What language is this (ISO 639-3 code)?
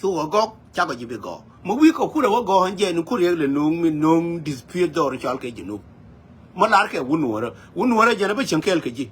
nus